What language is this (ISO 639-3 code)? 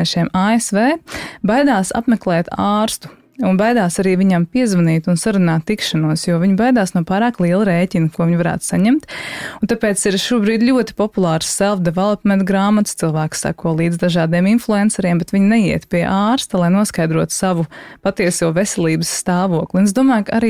lav